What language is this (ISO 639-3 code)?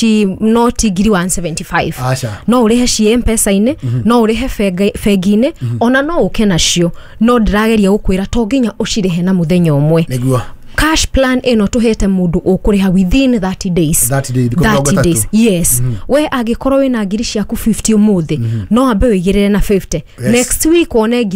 kik